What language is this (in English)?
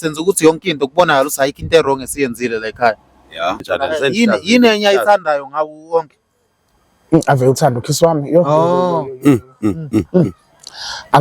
Zulu